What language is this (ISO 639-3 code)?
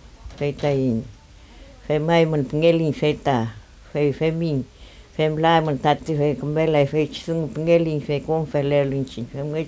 arn